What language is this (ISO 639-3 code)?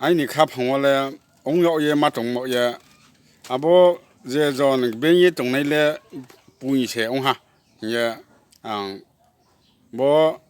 ria